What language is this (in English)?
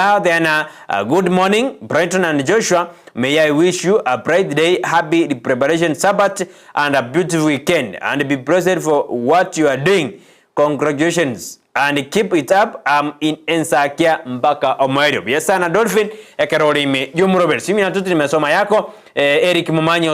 Gusii